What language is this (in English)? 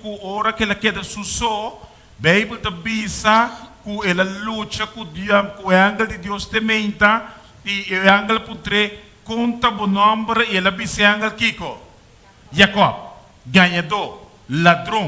Papiamento